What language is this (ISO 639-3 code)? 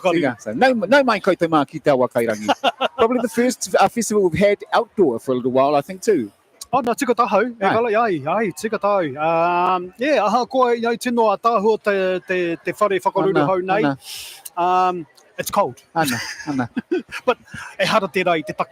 mri